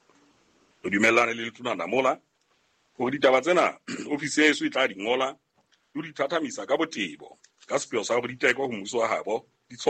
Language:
Southern Sotho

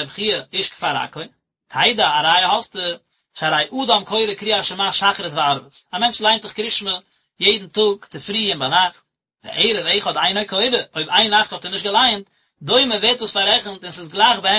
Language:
Yiddish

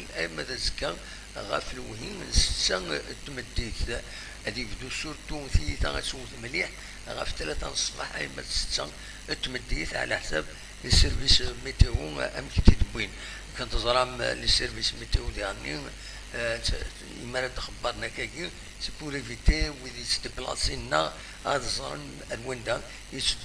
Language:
Kabyle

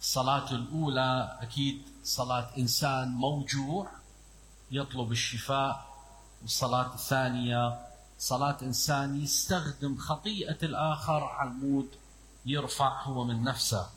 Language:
Mesopotamian Arabic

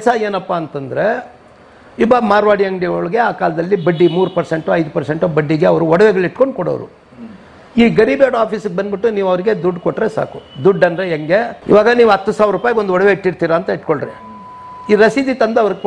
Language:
Kannada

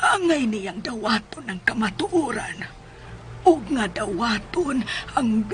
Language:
Cebuano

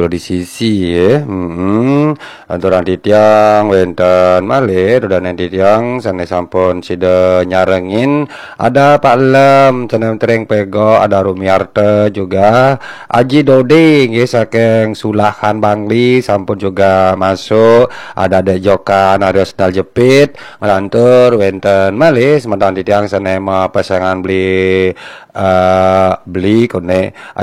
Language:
Balinese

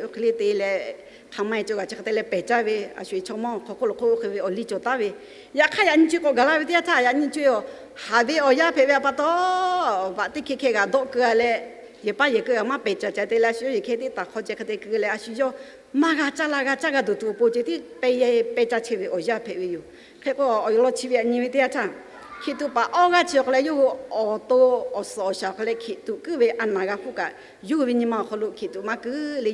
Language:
Lahu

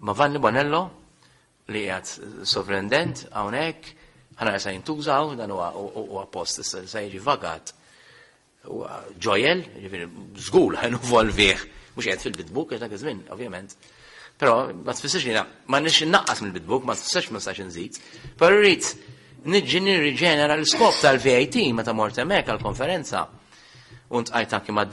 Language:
Maltese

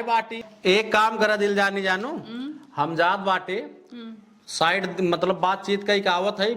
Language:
Awadhi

